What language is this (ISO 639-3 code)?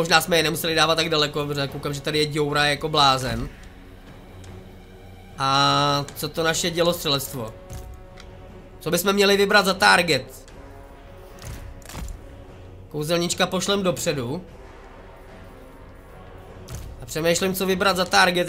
ces